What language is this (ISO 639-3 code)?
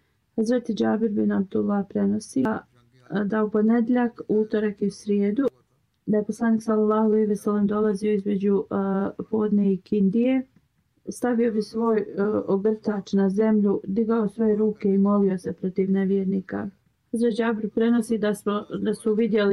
bos